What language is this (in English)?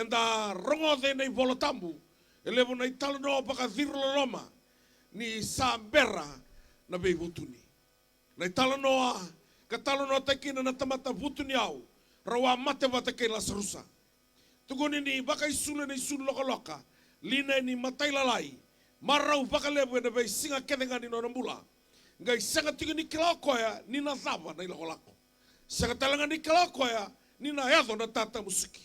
Fijian